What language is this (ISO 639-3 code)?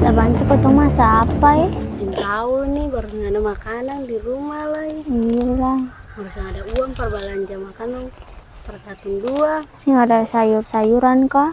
abs